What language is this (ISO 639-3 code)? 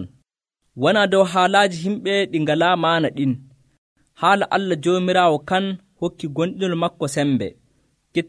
fuv